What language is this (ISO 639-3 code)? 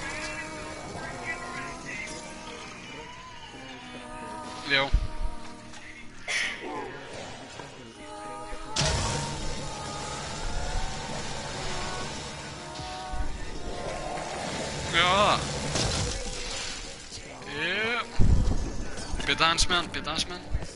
isl